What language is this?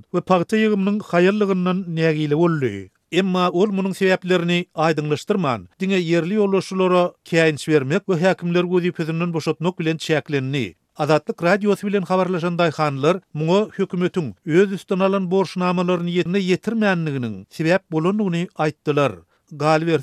Turkmen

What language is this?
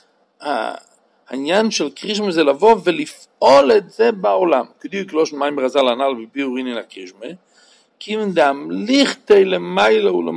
Hebrew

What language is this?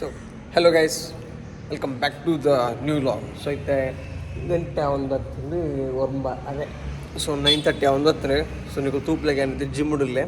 Tulu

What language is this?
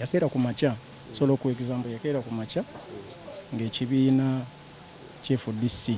Ganda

